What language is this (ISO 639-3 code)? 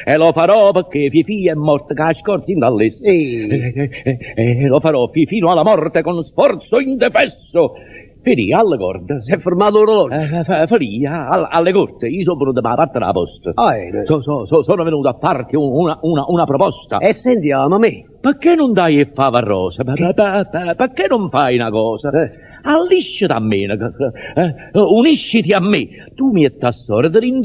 nap